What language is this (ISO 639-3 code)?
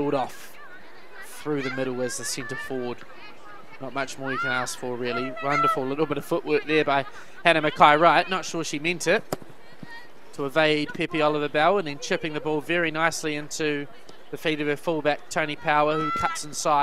eng